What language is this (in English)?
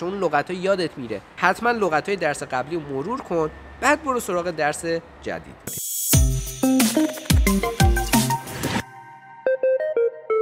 Persian